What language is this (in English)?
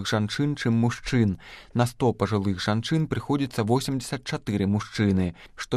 Belarusian